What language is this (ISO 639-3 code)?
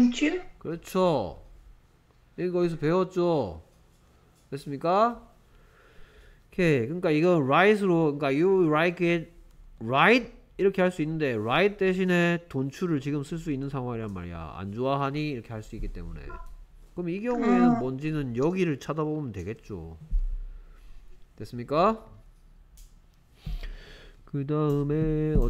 kor